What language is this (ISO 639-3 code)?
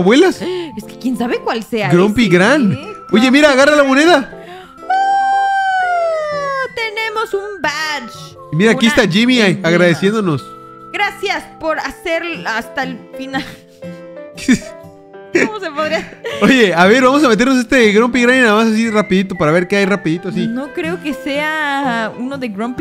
spa